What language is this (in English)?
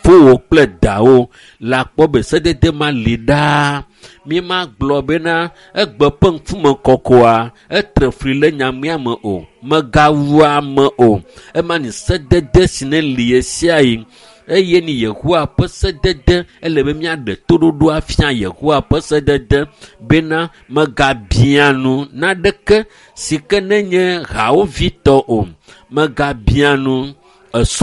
Ewe